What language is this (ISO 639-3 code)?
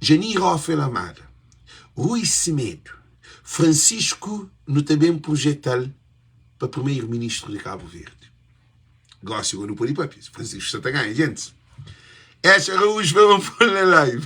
kea